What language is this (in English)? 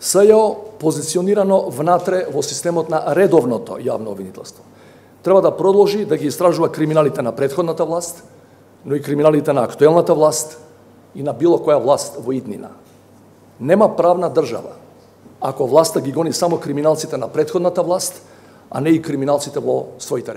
Macedonian